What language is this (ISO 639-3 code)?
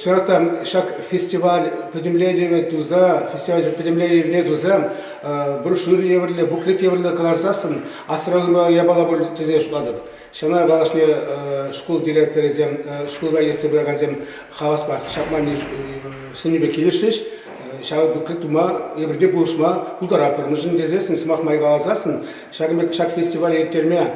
chv